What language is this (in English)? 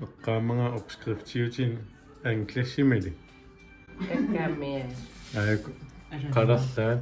Kalaallisut